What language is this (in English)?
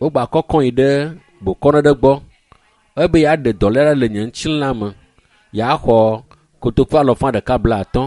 Ewe